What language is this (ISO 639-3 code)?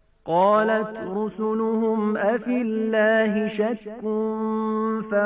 ara